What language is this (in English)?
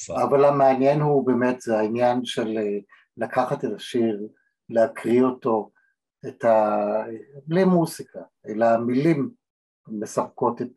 Hebrew